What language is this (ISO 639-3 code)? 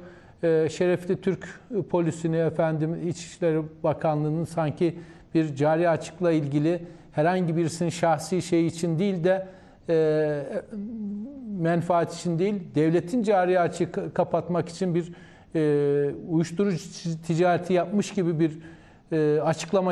tur